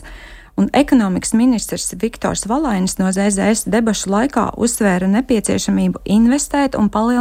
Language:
Latvian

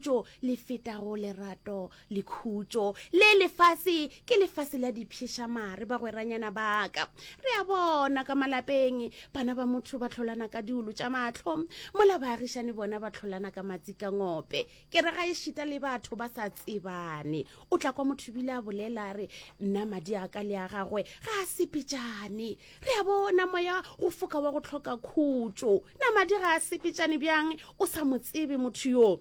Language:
Northern Sotho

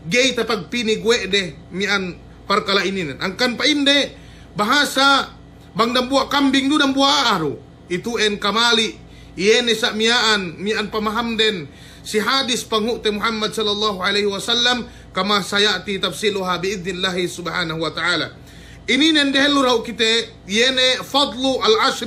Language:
Yakan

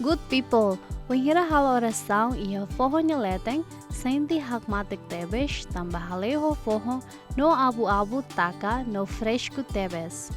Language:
Tetum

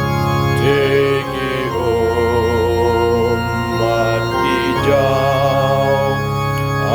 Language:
Khasi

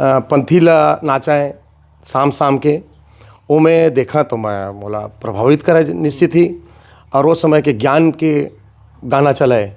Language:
Chhattisgarhi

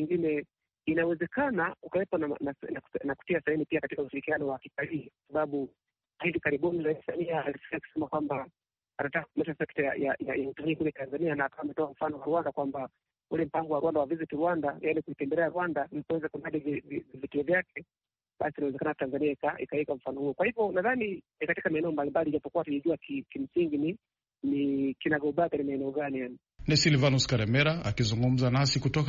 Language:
Swahili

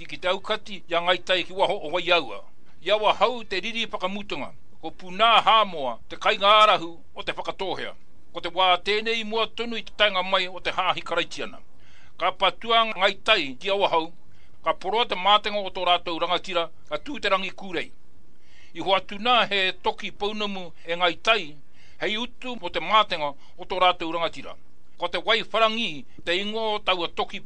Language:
Māori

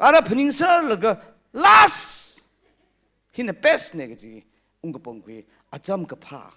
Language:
Tangkhul Naga (India)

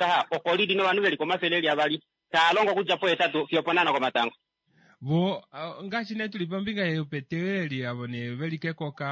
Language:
Kuanyama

